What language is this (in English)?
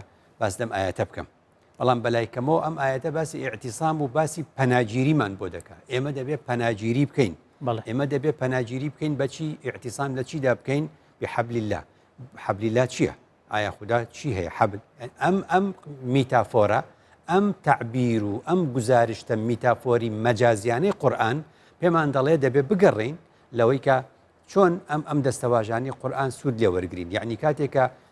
Central Kurdish